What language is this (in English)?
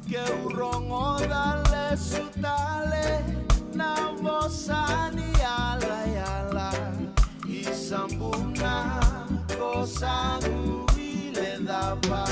Fijian